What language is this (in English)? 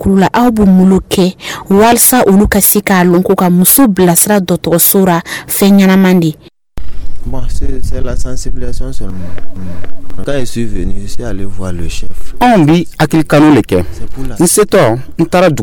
Dyula